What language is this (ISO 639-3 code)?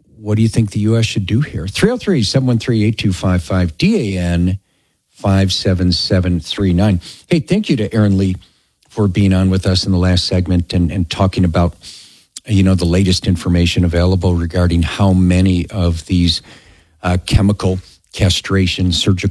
eng